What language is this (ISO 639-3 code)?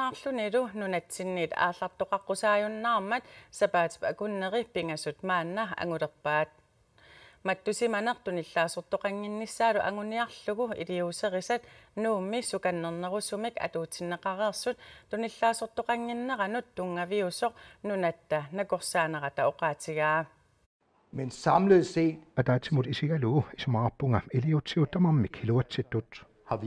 kal